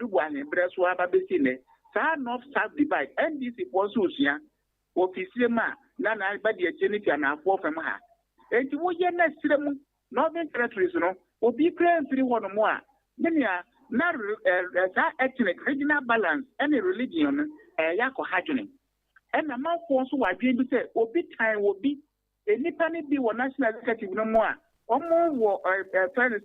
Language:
Akan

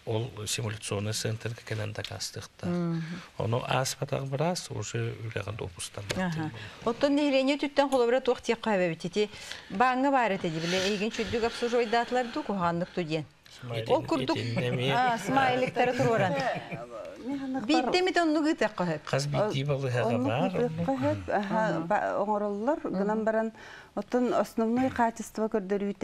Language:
Yakut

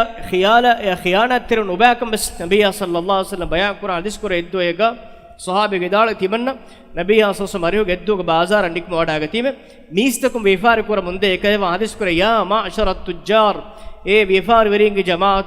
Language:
Divehi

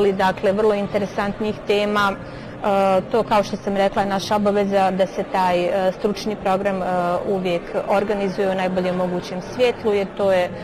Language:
Bosnian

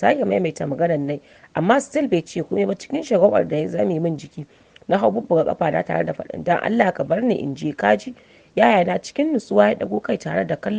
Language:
Hausa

